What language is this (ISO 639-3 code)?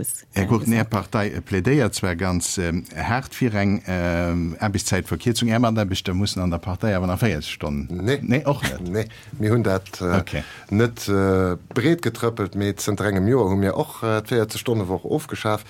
ltz